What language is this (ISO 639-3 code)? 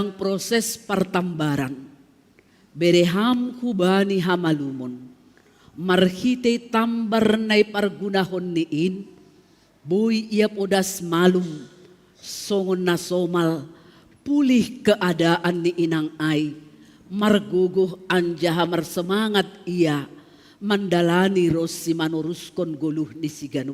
bts